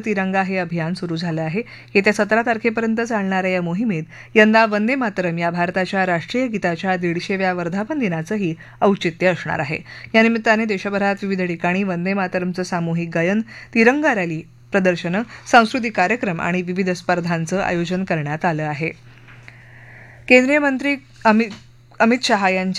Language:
Marathi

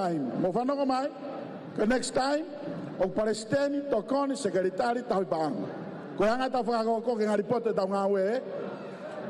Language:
Tongan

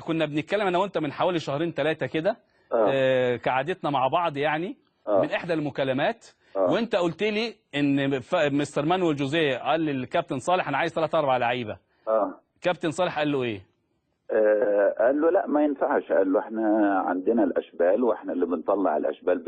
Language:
Egyptian Arabic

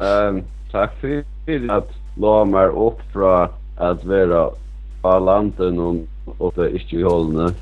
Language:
Faroese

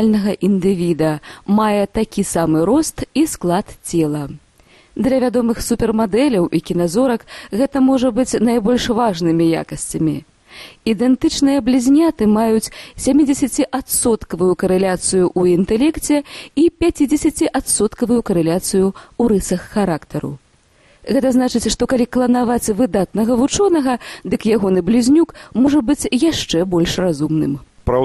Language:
Belarusian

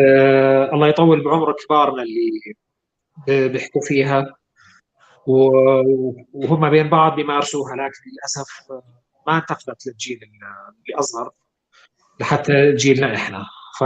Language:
North Levantine Arabic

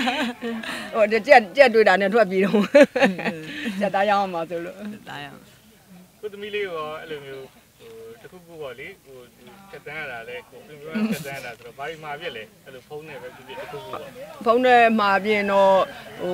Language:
Burmese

